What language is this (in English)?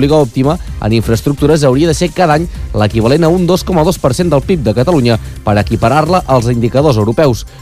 Catalan